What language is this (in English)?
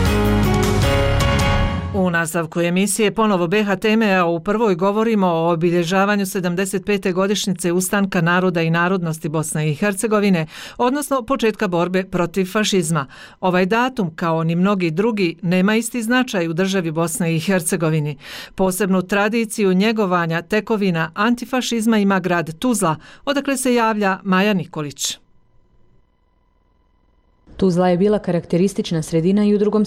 Bosnian